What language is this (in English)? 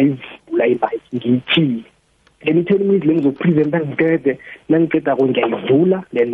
South Ndebele